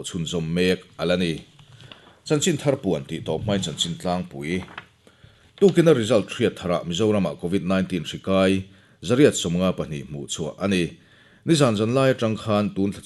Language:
Mizo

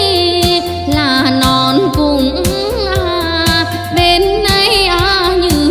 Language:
Vietnamese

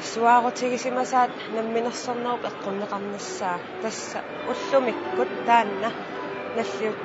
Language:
Kalaallisut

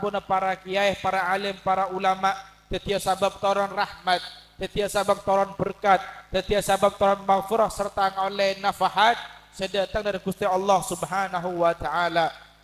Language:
Madurese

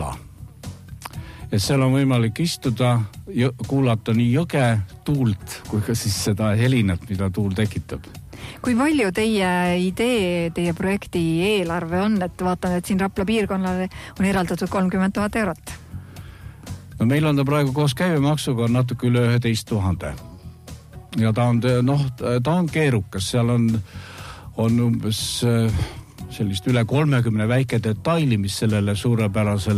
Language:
Estonian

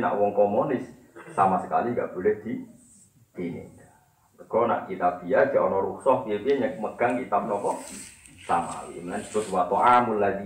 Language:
Javanese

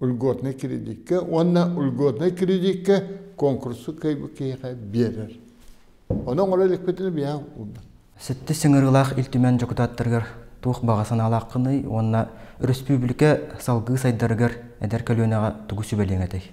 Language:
Yakut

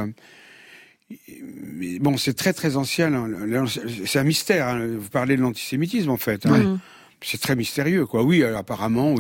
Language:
French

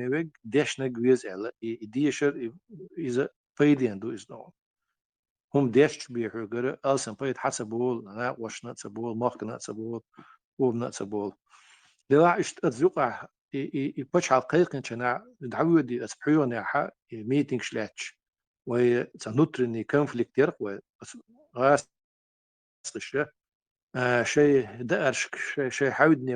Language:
Chechen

